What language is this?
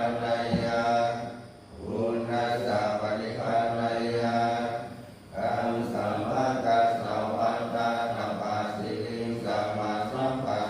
Pali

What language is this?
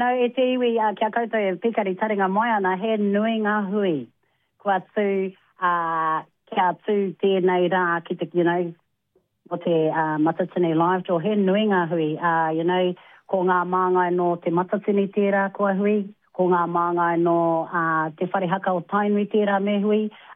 Māori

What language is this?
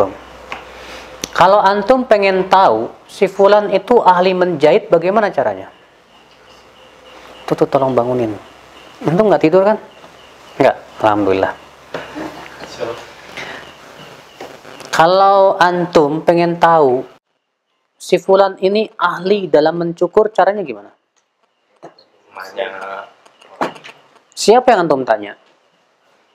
Indonesian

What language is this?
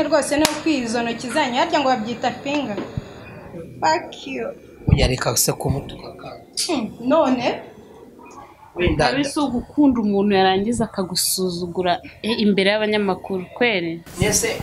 Kinyarwanda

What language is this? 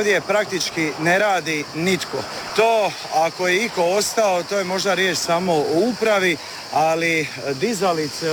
Croatian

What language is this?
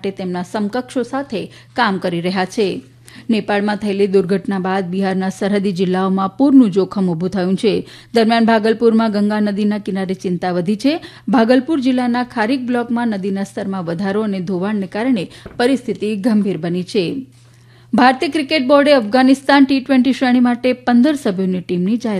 Gujarati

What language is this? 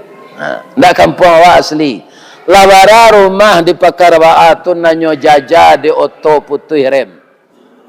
Minangkabau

